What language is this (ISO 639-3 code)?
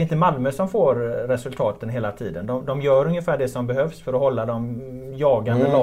swe